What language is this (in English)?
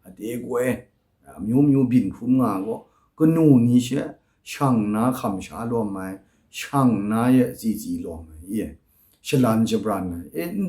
Kachin